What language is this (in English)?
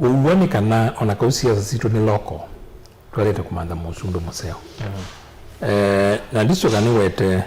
Kamba